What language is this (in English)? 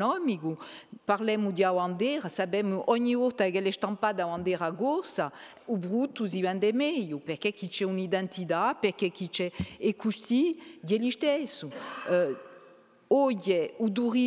Corsican